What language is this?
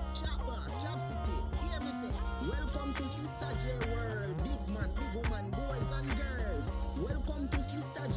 Jamaican Creole English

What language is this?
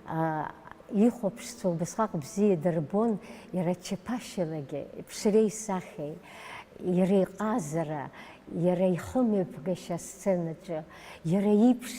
Abkhazian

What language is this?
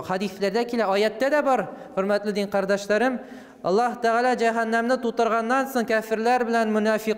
Tatar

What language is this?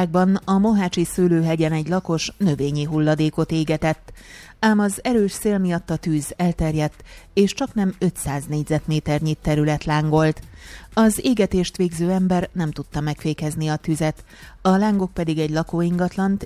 Hungarian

